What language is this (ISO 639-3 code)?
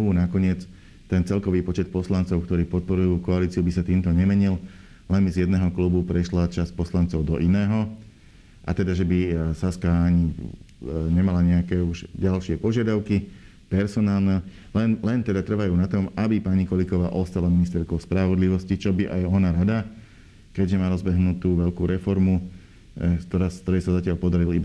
slk